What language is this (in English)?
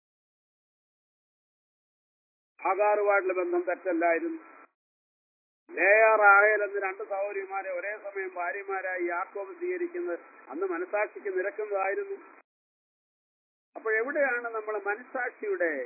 Malayalam